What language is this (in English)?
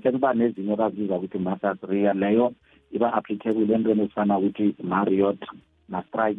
South Ndebele